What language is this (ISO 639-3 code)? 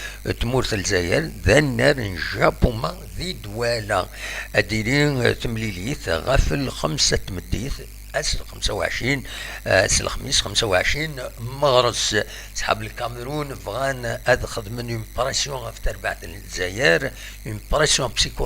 kab